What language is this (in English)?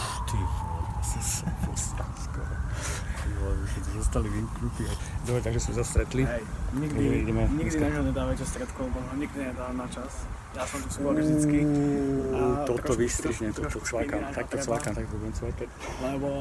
Slovak